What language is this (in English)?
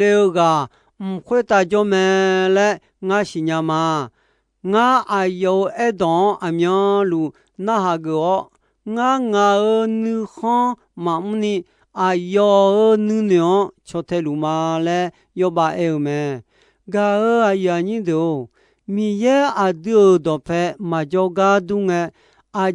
Akha